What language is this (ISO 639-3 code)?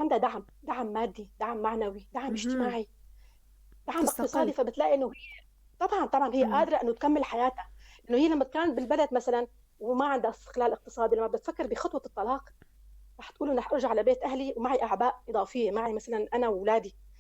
apc